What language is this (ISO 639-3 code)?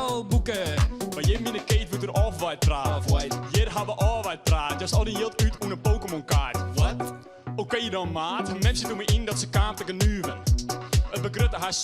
fry